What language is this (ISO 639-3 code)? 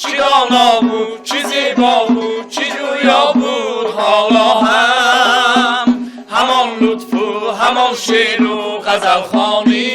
tgk